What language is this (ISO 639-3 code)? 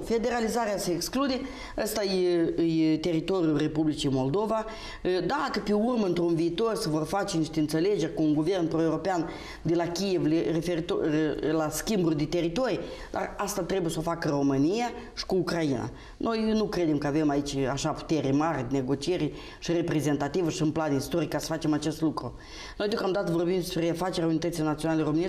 ron